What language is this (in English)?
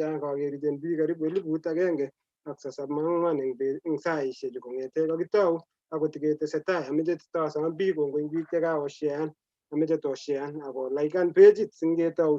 Kalenjin